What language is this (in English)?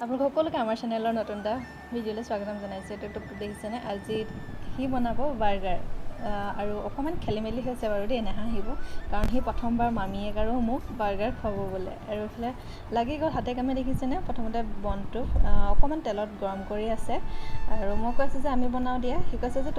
Assamese